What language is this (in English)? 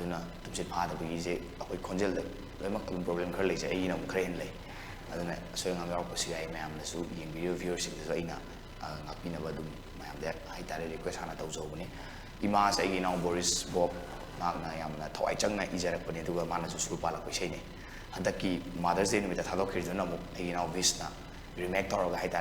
Manipuri